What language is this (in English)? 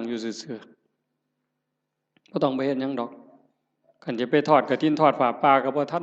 Northeastern Thai